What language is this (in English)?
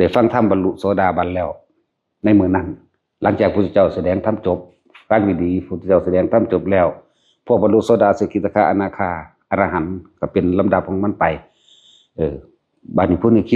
Northeastern Thai